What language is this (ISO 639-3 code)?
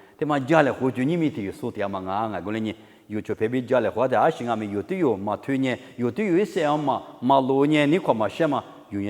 lis